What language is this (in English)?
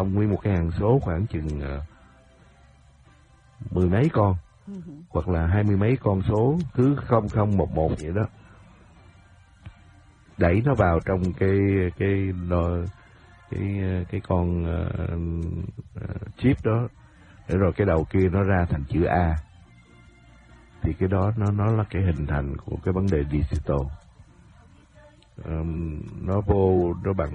Vietnamese